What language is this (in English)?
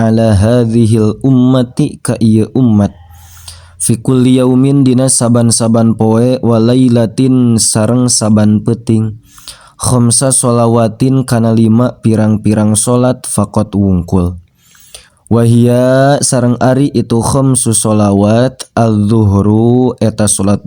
Sundanese